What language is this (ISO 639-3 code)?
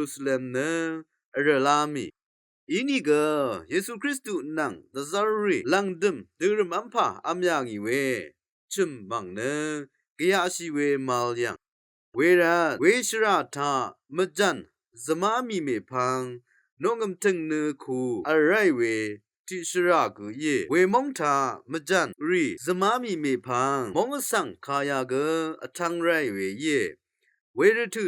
raw